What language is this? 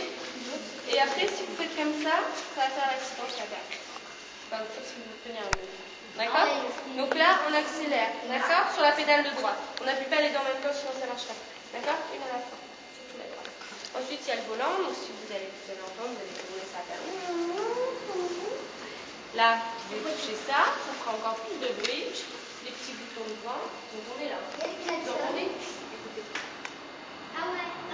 French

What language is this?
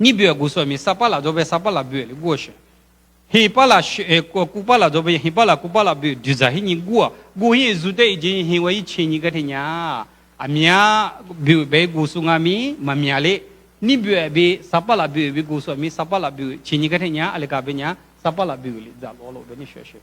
Lisu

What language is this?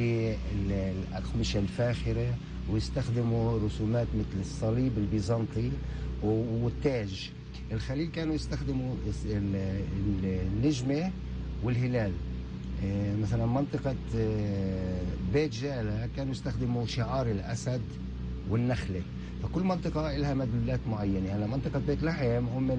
North Levantine Arabic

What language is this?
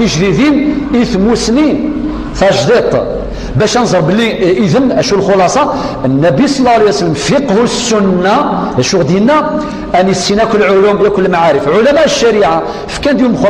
Kabyle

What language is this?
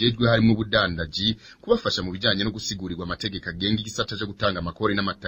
Rundi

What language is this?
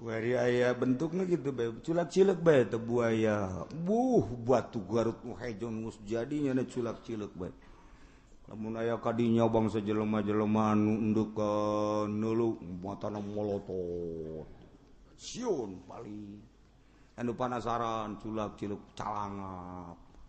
Sundanese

